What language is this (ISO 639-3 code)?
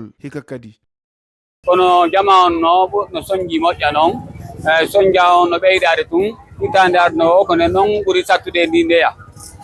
ful